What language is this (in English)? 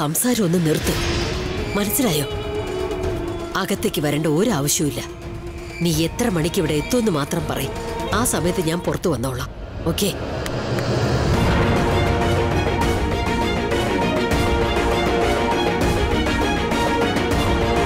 Malayalam